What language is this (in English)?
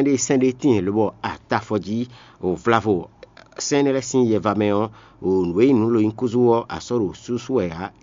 Fon